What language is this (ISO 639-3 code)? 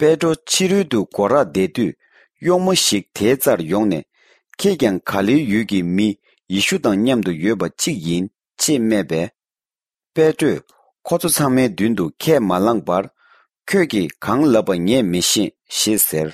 bod